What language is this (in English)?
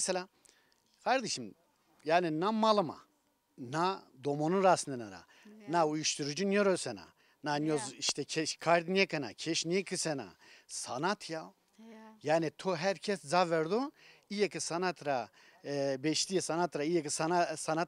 Zaza